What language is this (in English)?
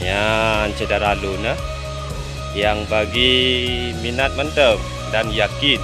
Achinese